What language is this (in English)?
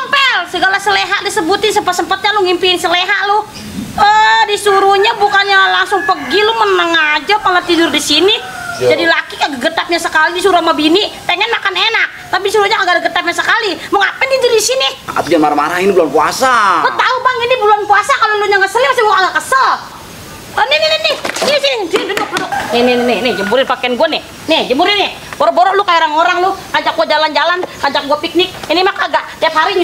Betawi